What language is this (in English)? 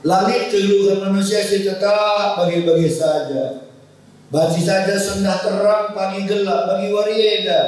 Batak Karo